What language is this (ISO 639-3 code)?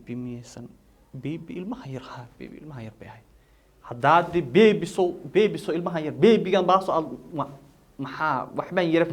som